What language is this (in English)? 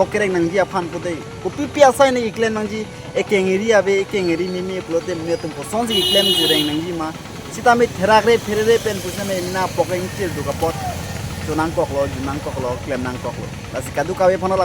Karbi